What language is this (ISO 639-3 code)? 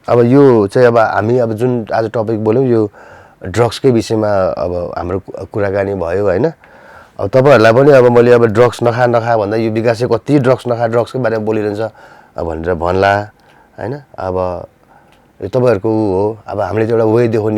nep